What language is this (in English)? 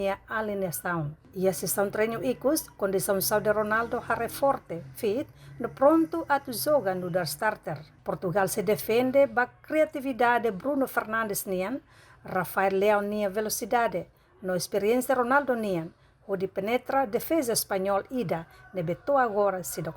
Tetum